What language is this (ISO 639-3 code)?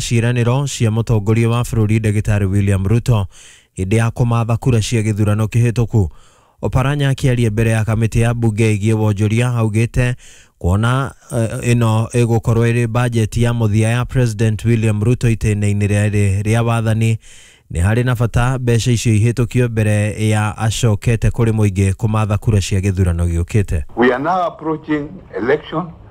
kik